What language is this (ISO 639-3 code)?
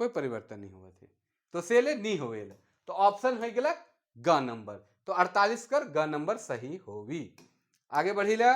sck